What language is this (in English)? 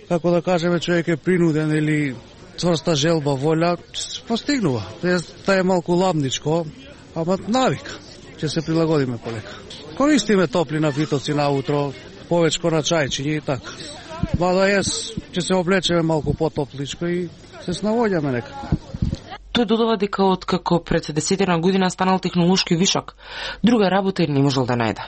Macedonian